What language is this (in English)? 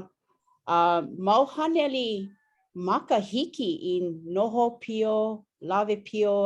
Hawaiian